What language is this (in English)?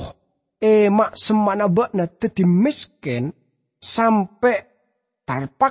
Madurese